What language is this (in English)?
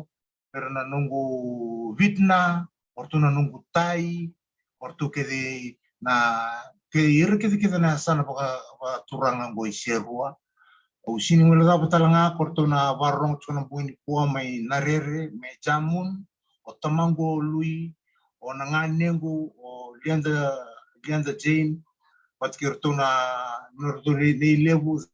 Fijian